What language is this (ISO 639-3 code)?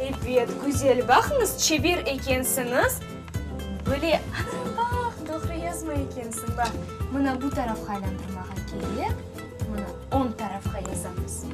crh